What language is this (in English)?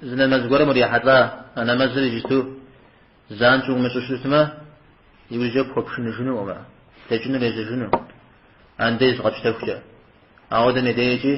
Kabardian